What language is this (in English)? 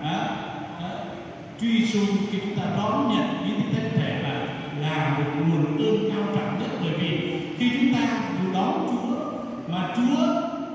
Vietnamese